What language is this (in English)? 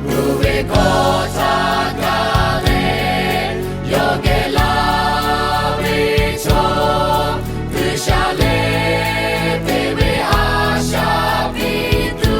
Lahu